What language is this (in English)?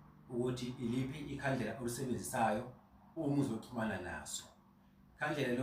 Zulu